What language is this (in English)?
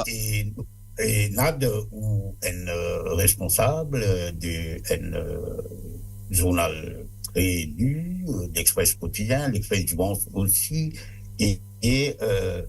Morisyen